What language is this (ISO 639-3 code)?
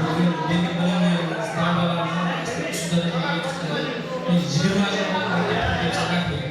kaa